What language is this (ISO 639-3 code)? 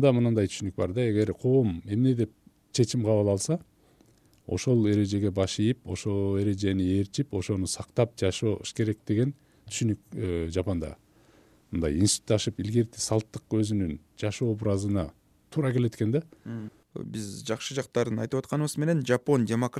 kir